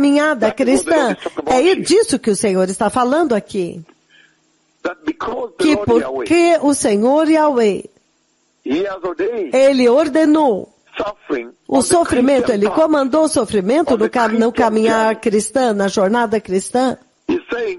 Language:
Portuguese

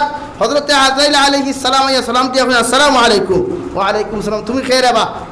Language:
Sylheti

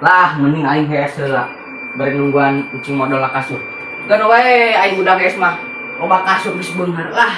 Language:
Sundanese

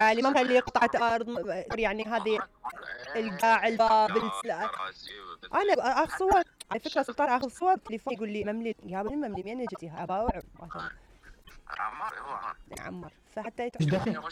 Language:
Mesopotamian Arabic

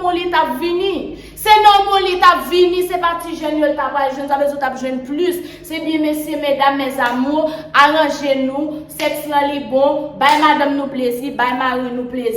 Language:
Haitian Creole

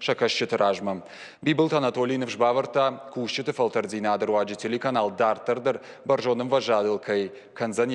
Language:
Ossetic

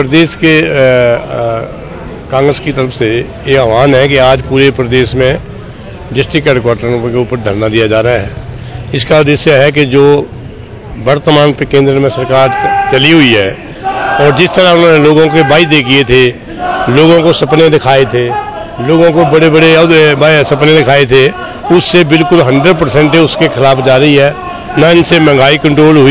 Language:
Hindi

